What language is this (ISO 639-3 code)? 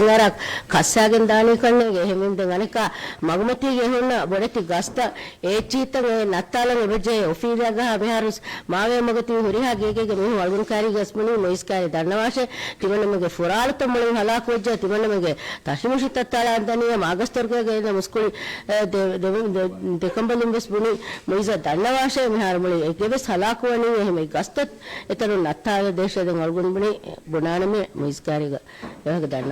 div